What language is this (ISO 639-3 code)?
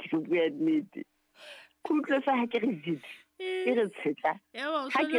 sot